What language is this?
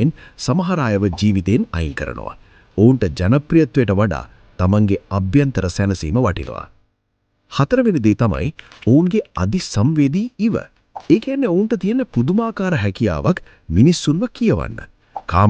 Sinhala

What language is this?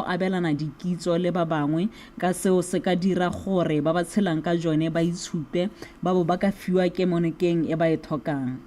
Tswana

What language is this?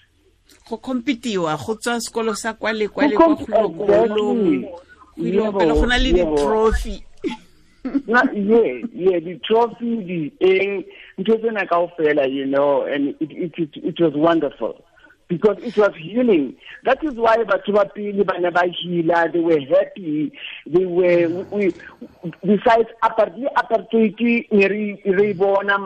Tswana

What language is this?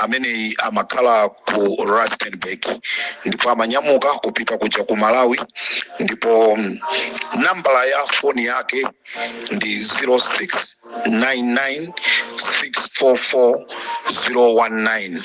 Nyanja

